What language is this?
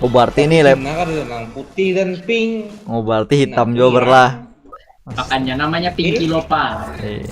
Banjar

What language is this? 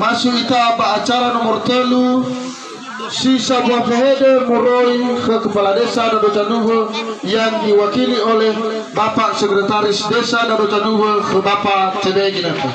Nias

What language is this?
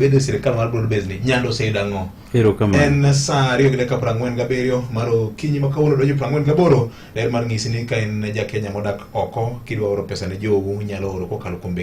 Luo (Kenya and Tanzania)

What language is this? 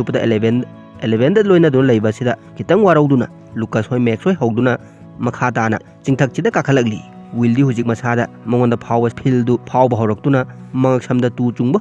Manipuri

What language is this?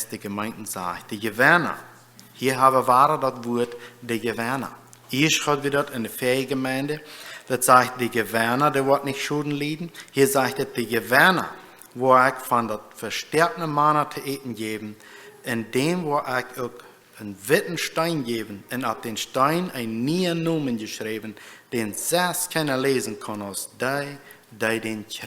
Plautdietsch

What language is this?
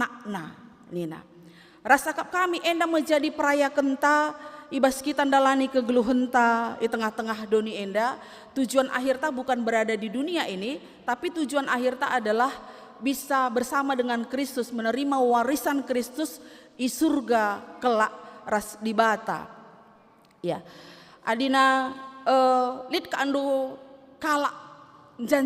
Batak Karo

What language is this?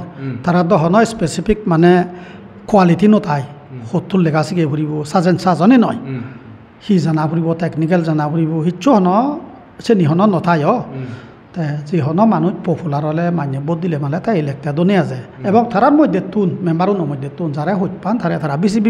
Chakma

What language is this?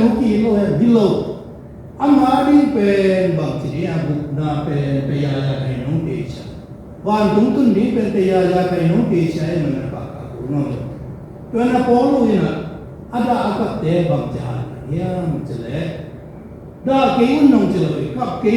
Tedim Chin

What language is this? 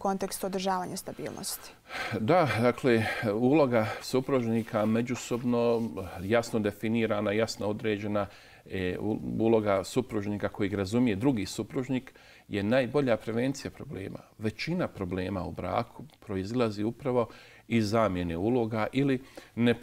Bosnian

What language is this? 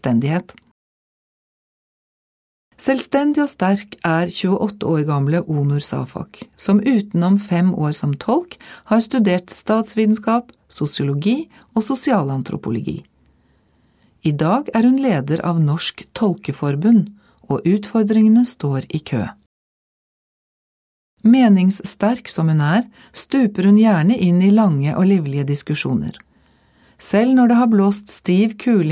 Norwegian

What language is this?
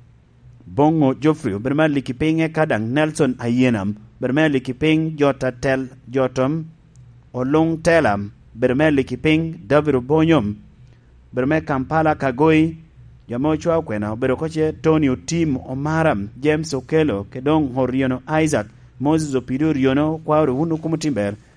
Lango (Uganda)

